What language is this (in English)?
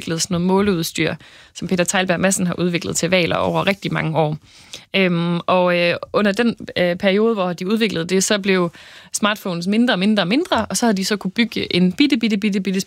Danish